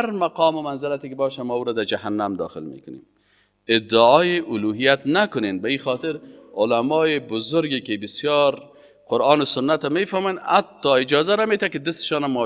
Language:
Persian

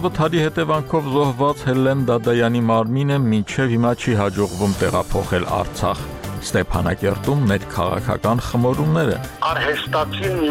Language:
Armenian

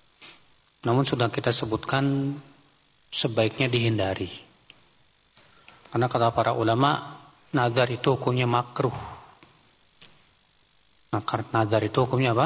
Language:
Indonesian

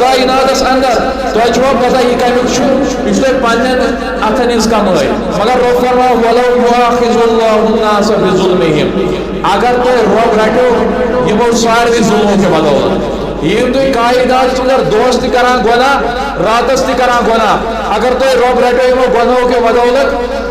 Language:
Kashmiri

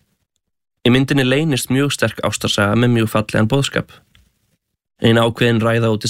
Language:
Icelandic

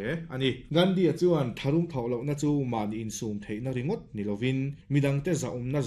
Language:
Mizo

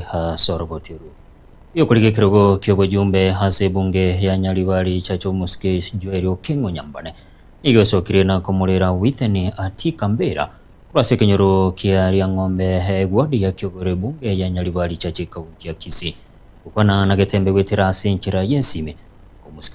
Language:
Gusii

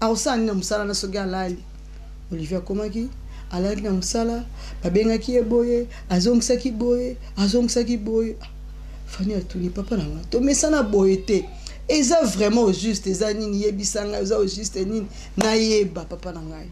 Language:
Lingala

